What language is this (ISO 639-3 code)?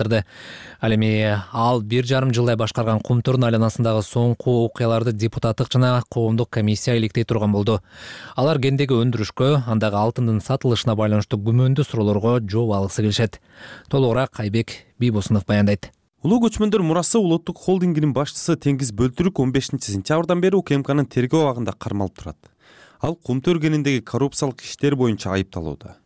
kir